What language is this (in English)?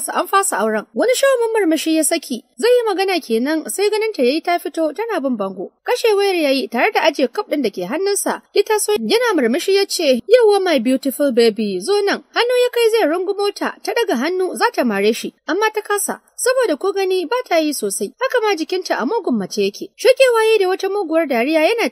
Hausa